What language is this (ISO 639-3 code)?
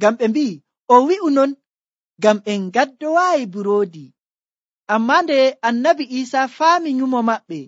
fuv